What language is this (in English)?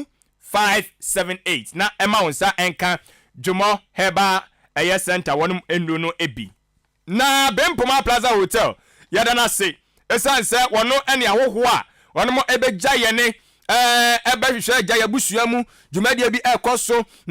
Akan